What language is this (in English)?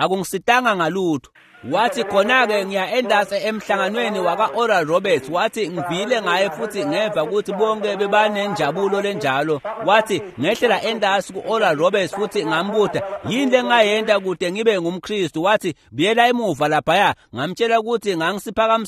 Swati